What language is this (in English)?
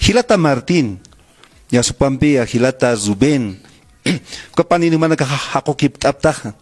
Aymara